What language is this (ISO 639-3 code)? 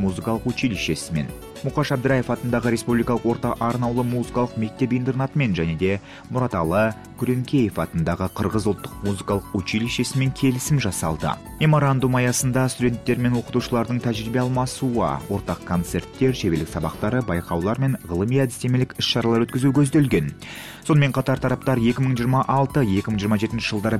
kaz